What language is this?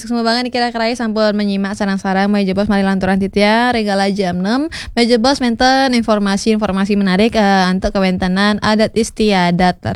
Balinese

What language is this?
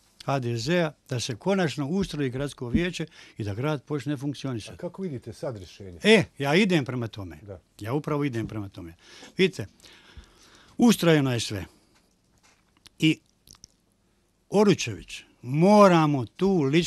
Bosnian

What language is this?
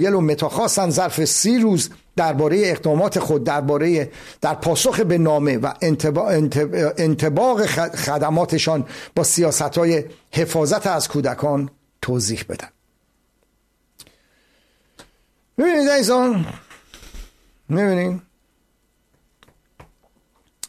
Persian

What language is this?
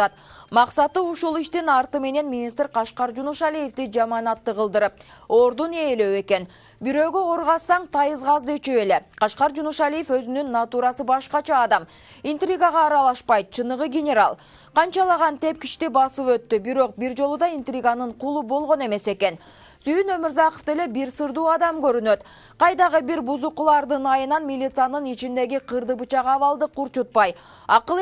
Kyrgyz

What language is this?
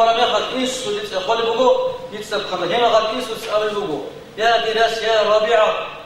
Avaric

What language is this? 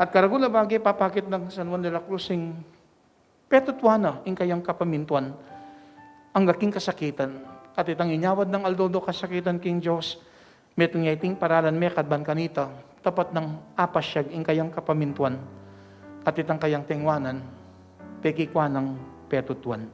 Pampanga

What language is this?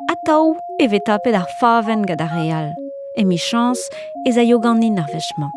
Breton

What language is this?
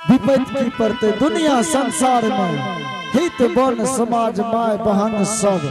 Angika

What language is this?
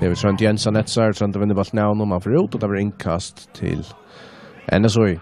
Faroese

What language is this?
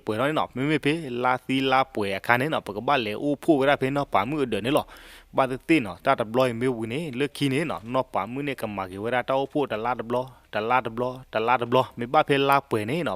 S'gaw Karen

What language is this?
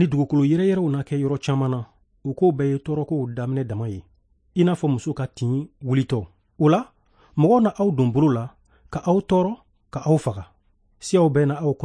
Bambara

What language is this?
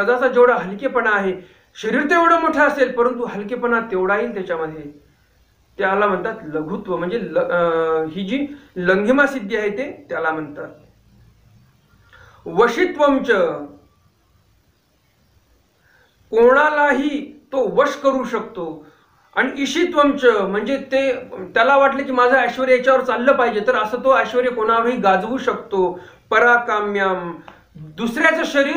Marathi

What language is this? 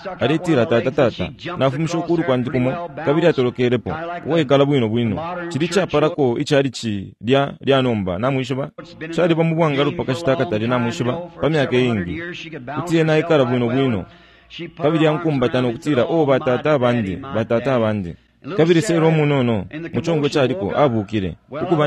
Bemba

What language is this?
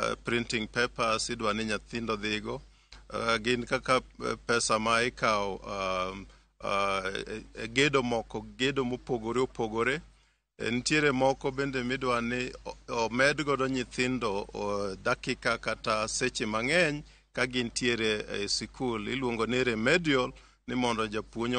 Luo (Kenya and Tanzania)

